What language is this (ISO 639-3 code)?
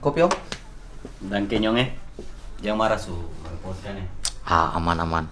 abs